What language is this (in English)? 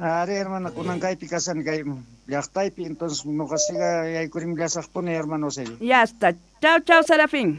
South Bolivian Quechua